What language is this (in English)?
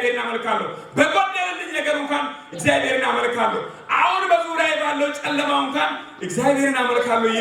Amharic